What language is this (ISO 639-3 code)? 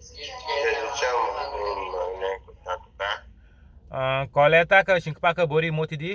kok